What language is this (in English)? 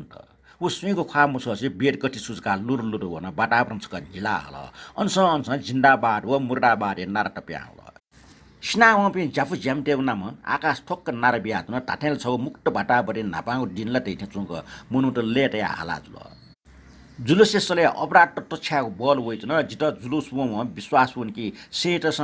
Newari